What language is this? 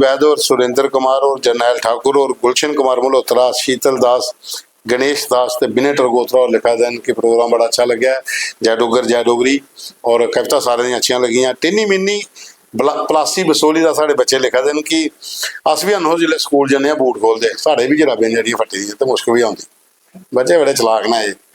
Dogri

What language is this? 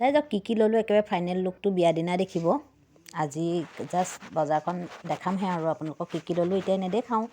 Assamese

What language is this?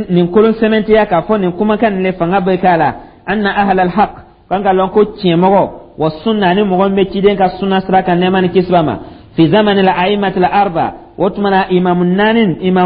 Dyula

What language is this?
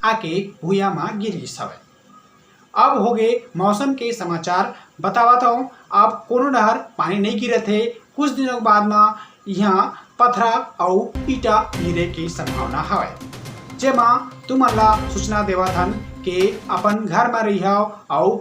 Chhattisgarhi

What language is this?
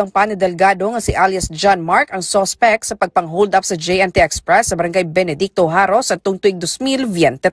Hiligaynon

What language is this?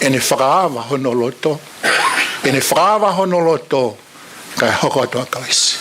Tongan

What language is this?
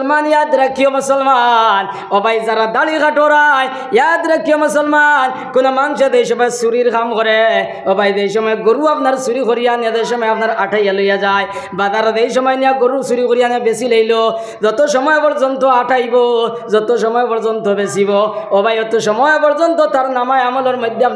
Sylheti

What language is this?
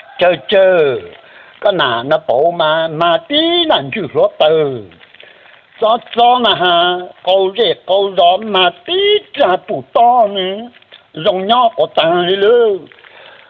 Hmong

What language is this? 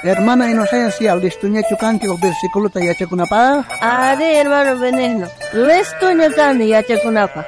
South Bolivian Quechua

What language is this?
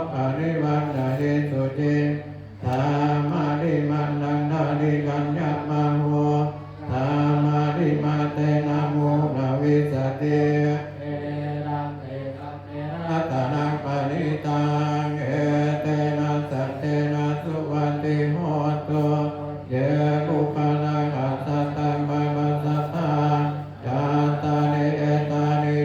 Pali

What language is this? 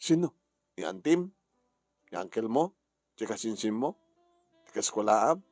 Iloko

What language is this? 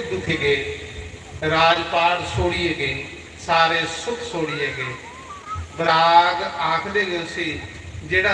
Dogri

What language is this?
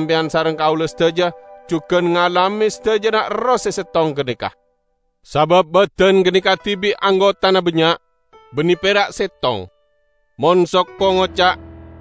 Madurese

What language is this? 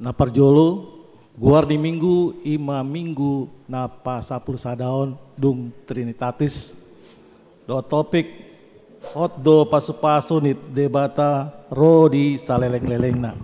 Batak Toba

